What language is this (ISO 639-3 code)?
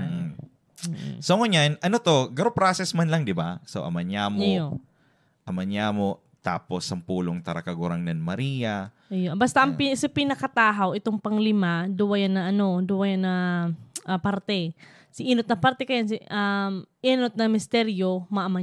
bik